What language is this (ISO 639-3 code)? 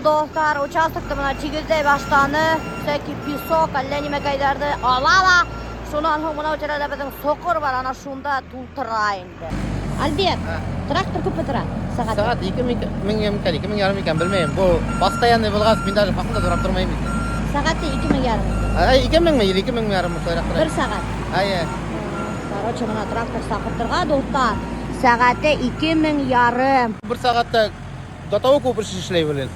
bak